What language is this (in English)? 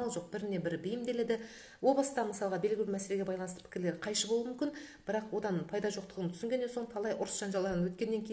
Kazakh